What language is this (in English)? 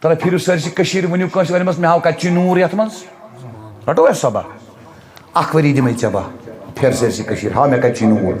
Kashmiri